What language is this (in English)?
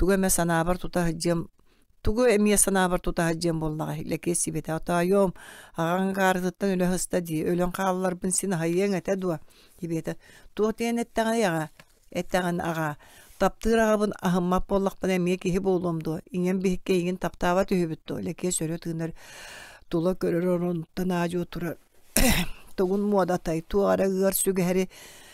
Yakut